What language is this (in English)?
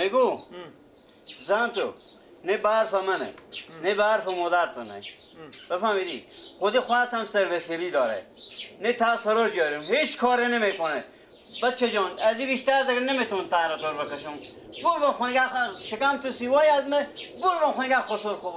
Persian